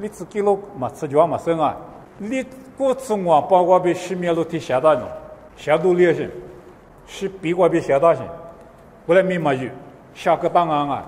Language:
Lisu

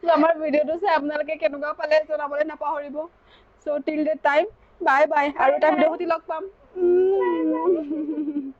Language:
Assamese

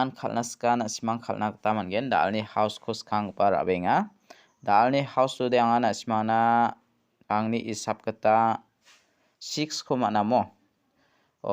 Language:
Garo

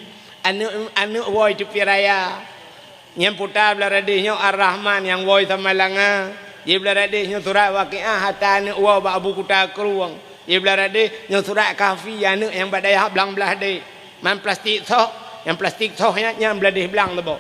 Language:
Achinese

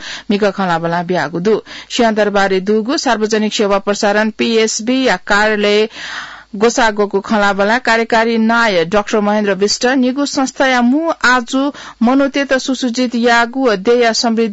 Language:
Newari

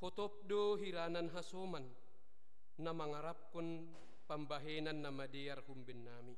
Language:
Batak Simalungun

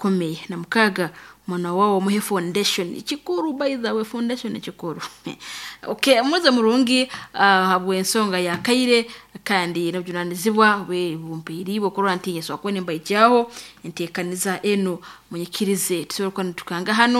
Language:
Nyoro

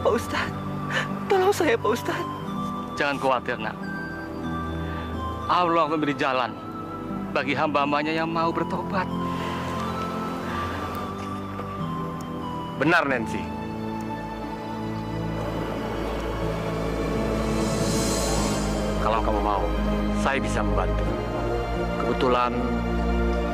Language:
Indonesian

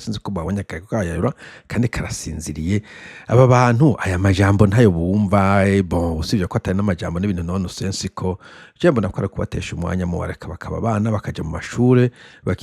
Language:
Rundi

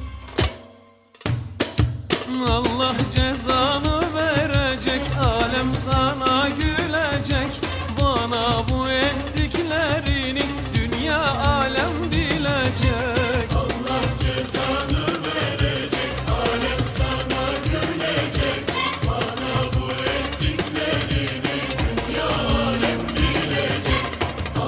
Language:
Turkish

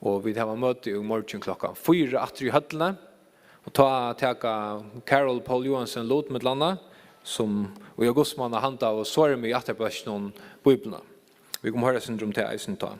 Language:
Faroese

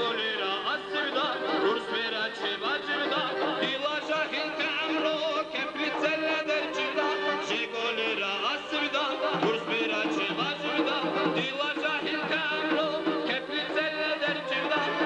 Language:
Dargwa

